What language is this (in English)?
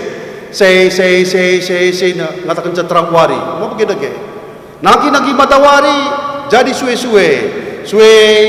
Batak Karo